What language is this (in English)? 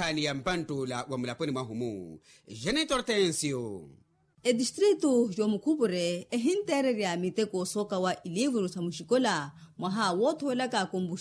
Makhuwa